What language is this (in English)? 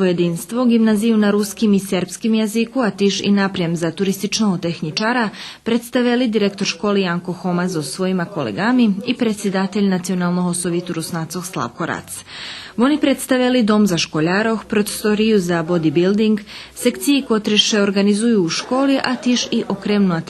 Rusyn